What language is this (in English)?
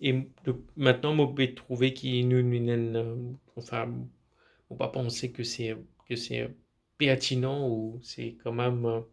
Morisyen